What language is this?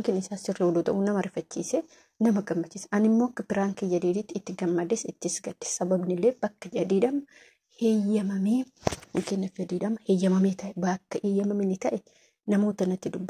Oromo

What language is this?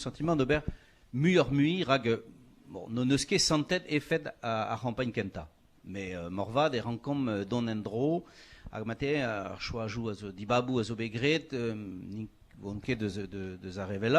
Breton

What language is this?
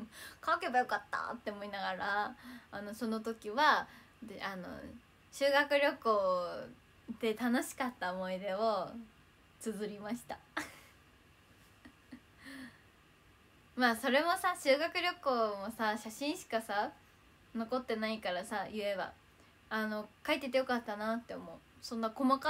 Japanese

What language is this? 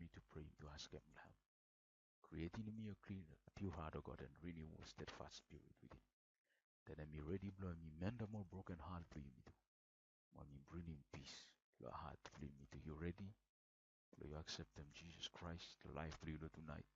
Bislama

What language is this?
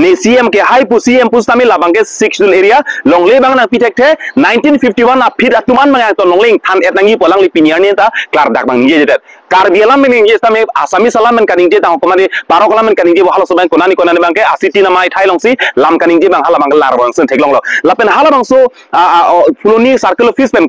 Karbi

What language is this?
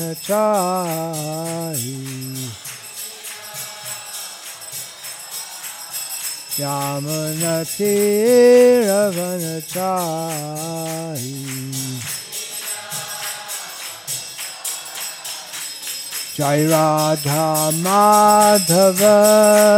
Bangla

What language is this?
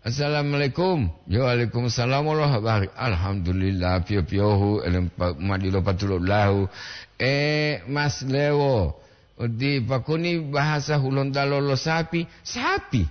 Gorontalo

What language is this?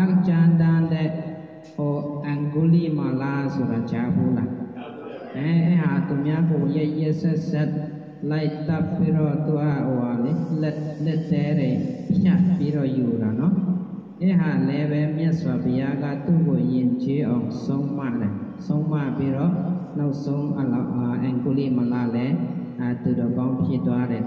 Burmese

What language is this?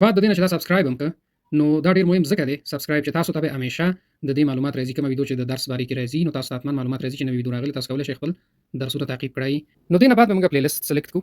Pashto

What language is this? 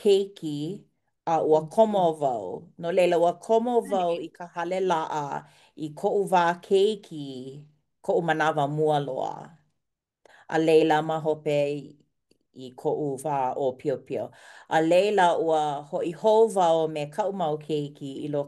Hawaiian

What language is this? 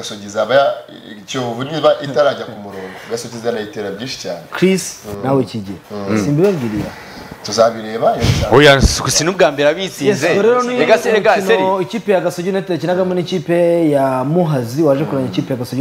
Kinyarwanda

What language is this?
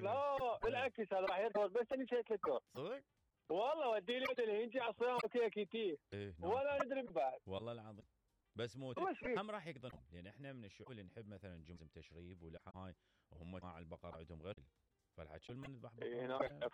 Mesopotamian Arabic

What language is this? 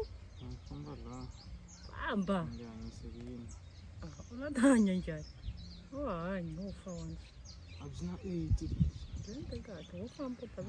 Tsonga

